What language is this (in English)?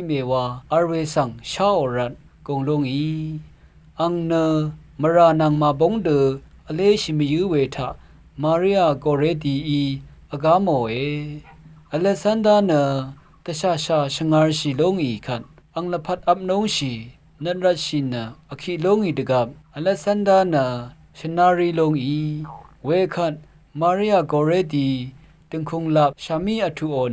Rawang